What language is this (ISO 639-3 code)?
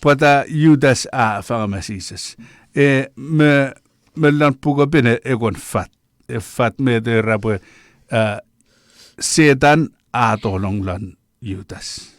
chk